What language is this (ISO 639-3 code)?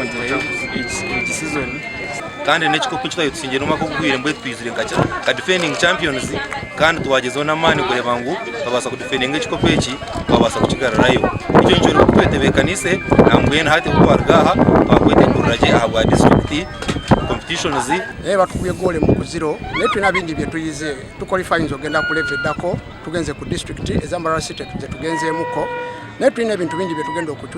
nyn